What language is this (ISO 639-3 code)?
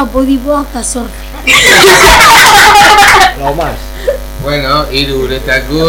eus